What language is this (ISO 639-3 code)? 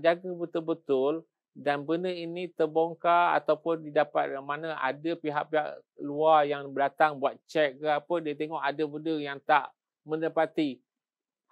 msa